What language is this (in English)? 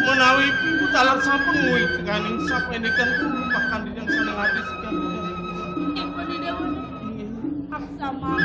Balinese